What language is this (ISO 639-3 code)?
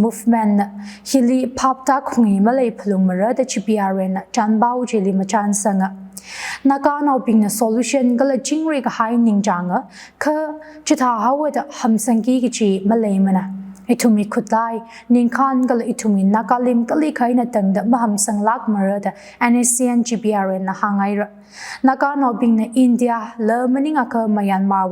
nmf